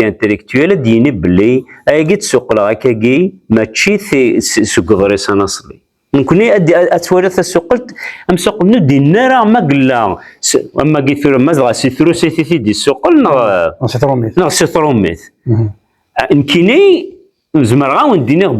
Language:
Kabyle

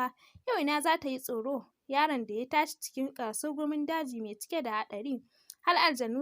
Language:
Hausa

